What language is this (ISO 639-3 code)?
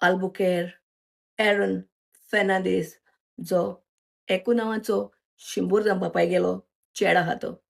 kok